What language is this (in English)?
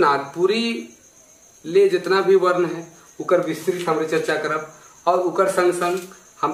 Sadri